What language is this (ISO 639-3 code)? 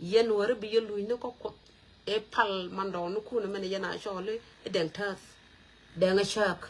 nus